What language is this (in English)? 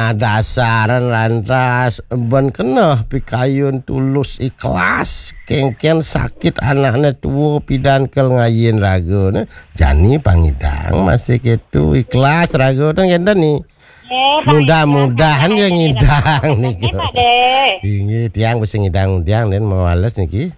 Balinese